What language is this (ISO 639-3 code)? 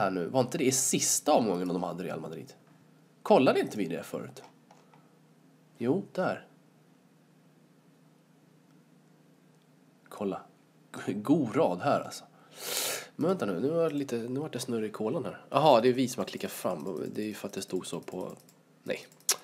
swe